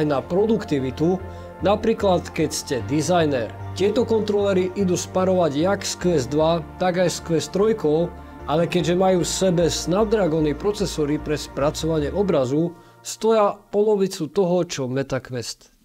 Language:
Slovak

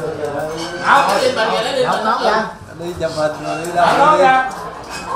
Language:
Vietnamese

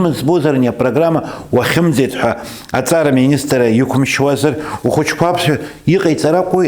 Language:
Abkhazian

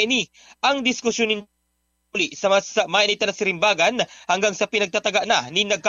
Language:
Bikol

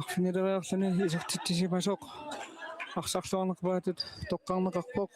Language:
Kalaallisut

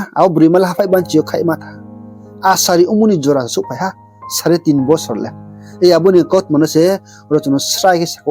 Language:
Riang (India)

